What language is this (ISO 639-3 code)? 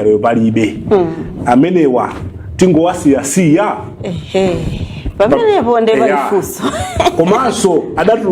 nya